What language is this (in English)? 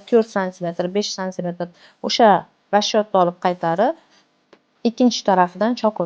Uzbek